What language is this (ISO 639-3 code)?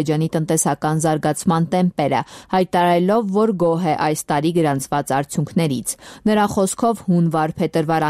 hye